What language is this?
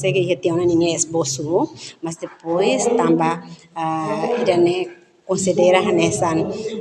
Tetum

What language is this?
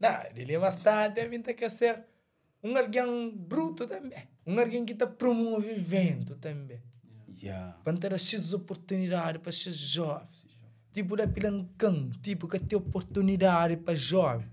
Kabuverdianu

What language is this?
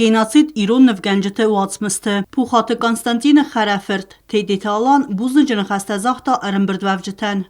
Ossetic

